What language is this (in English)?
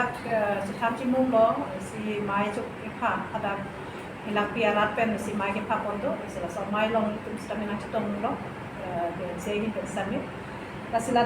Karbi